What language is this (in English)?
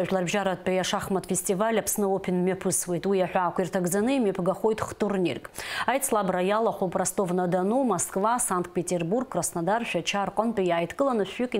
Abkhazian